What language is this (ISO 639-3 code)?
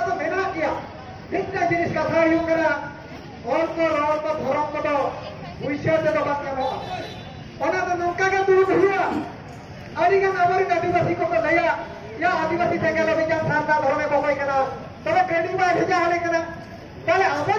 sat